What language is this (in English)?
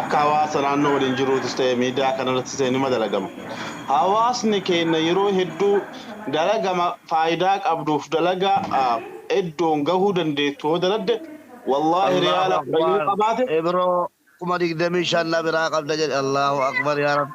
Oromo